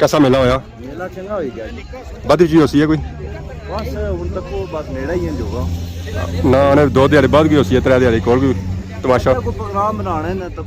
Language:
Pahari-Potwari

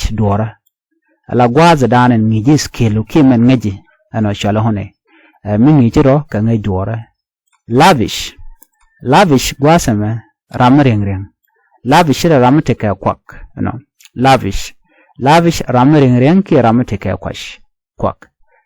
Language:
Nuer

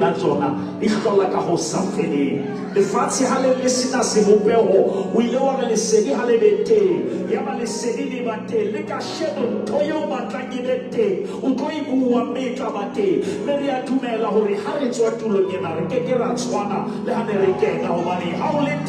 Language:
Southern Sotho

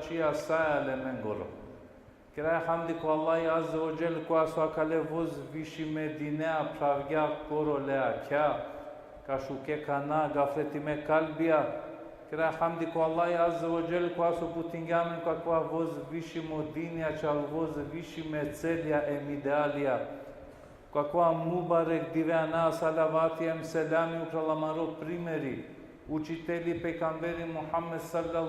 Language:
Balkan Romani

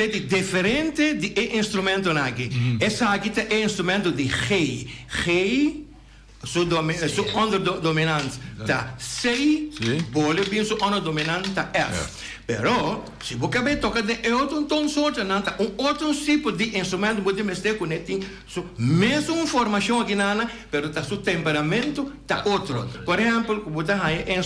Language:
Papiamento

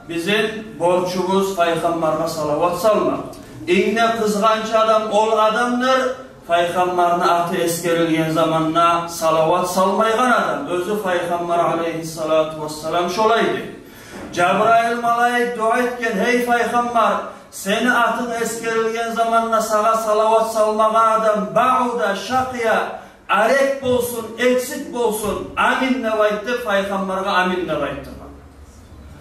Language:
Kumyk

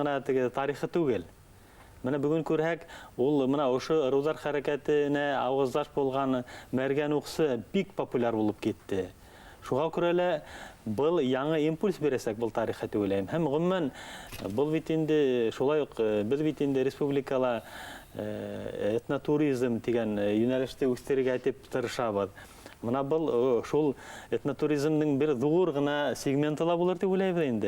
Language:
Bashkir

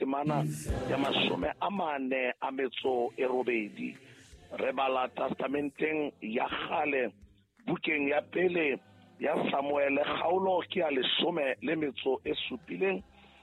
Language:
Southern Sotho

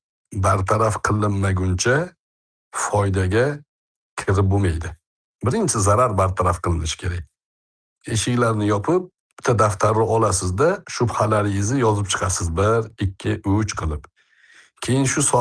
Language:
Uzbek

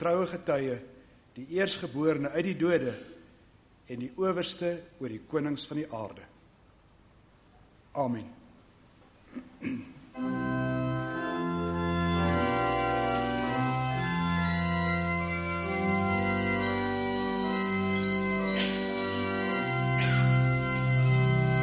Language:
Afrikaans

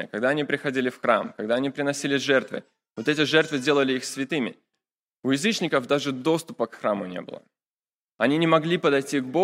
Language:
Russian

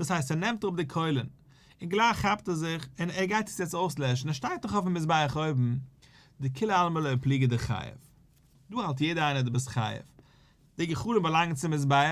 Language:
Yiddish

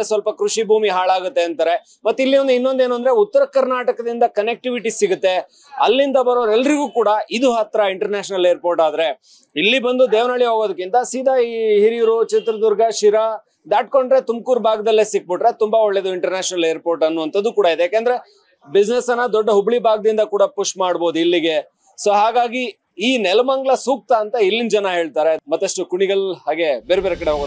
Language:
Kannada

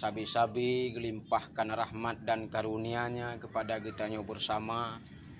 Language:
Achinese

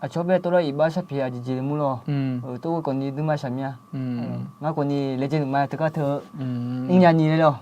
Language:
Akha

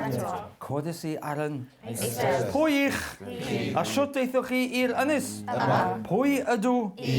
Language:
Welsh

